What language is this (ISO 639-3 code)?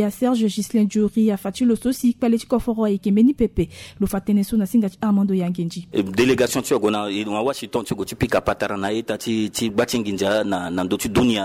sag